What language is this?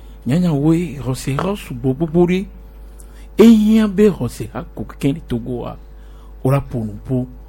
Gen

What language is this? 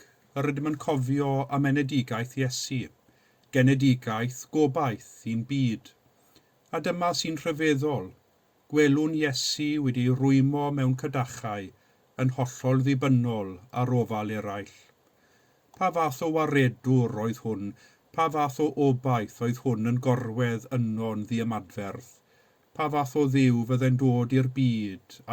Welsh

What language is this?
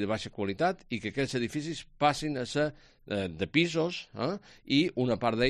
Catalan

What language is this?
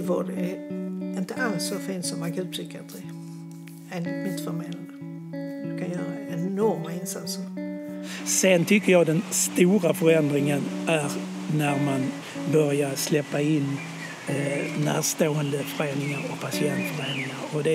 Swedish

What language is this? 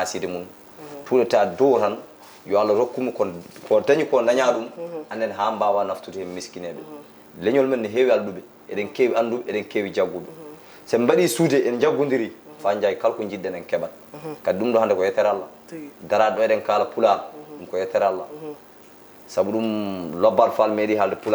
Fula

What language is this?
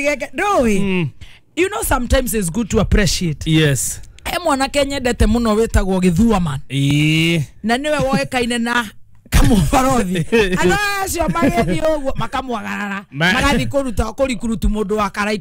Kikuyu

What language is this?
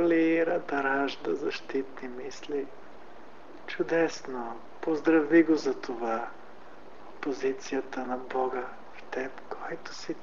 Bulgarian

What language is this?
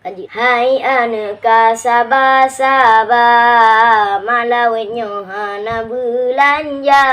Achinese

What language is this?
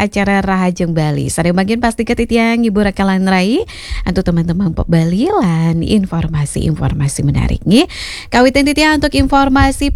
Balinese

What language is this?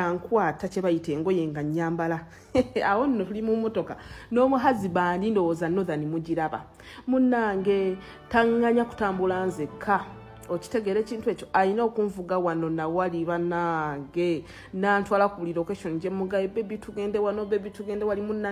Ganda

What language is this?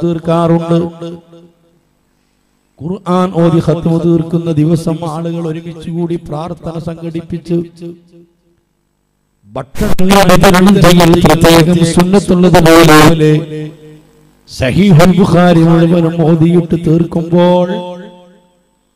Malayalam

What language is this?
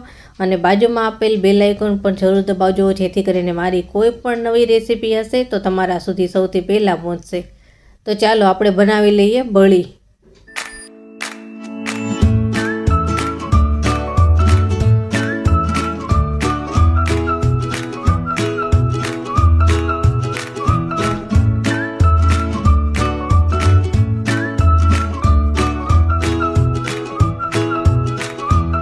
Gujarati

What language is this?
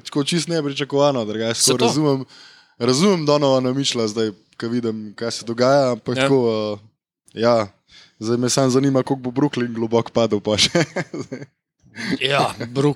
Slovenian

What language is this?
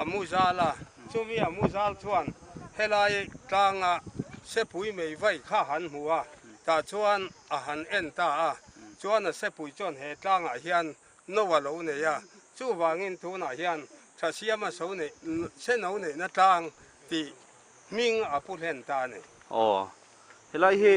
Mizo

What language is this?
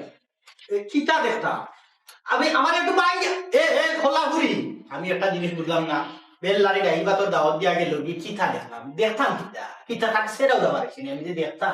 Sylheti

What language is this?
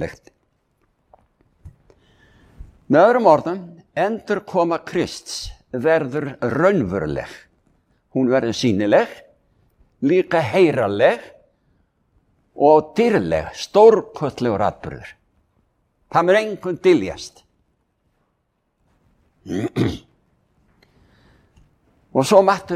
Icelandic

